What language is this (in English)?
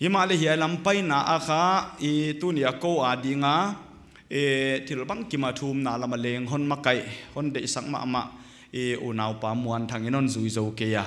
Paite Chin